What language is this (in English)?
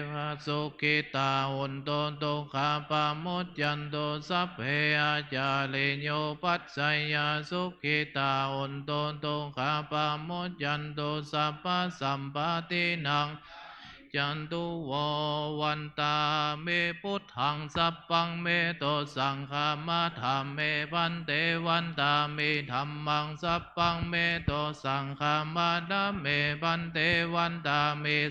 Pali